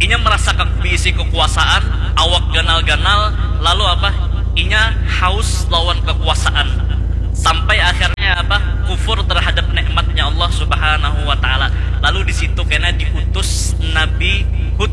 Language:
Banjar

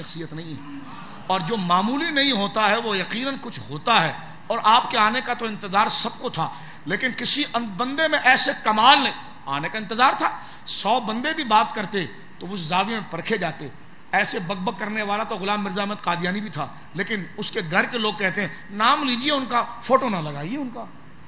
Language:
Urdu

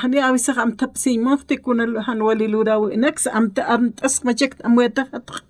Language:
Aymara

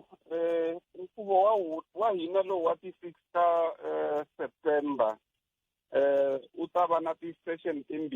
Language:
Tsonga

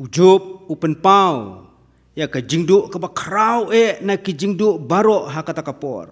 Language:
Khasi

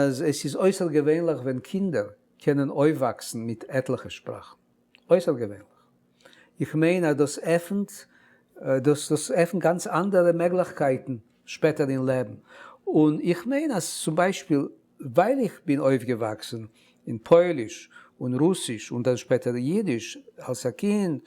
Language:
Yiddish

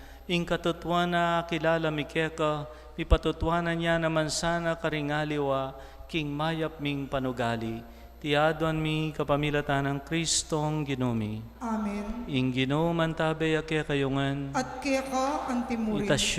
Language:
Pampanga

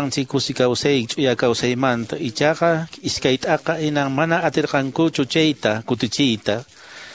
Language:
Quechua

